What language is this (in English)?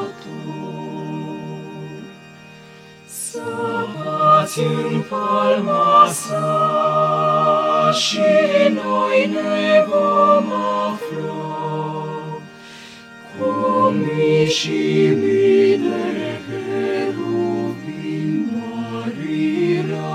Romanian